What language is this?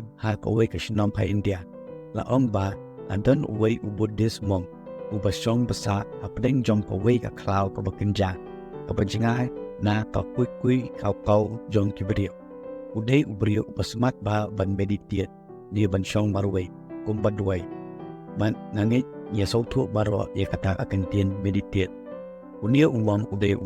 Khasi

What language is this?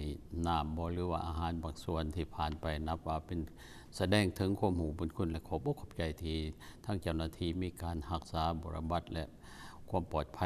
Lao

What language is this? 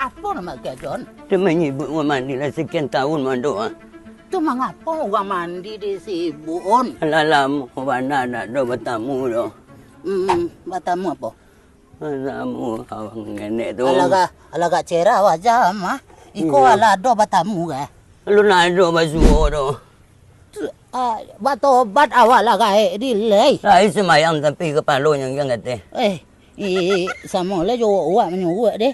Minangkabau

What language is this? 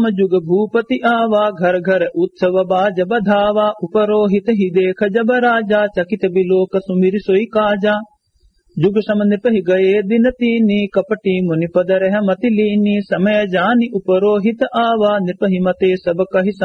Awadhi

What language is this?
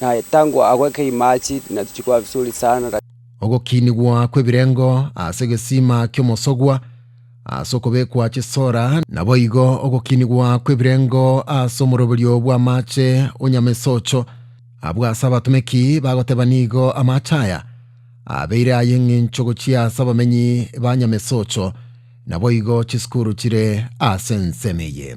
Gusii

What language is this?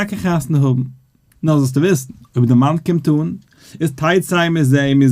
Yiddish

